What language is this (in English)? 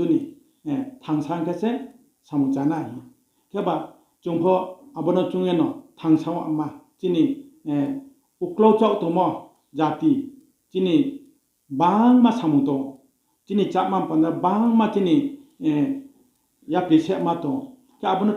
Riang (India)